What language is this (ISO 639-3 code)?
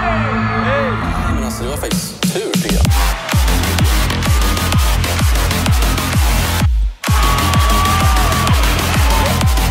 swe